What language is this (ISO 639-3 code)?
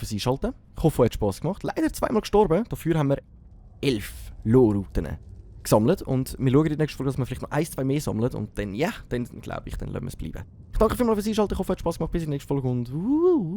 gsw